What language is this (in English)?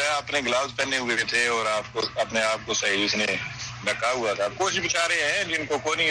Urdu